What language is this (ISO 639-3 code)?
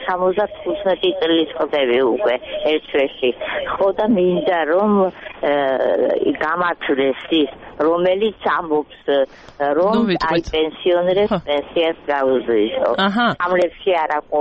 kat